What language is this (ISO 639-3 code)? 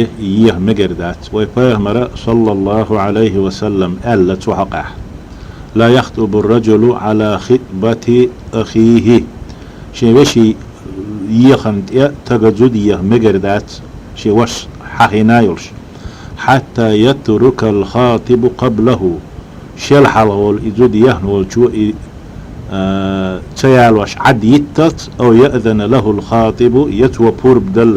che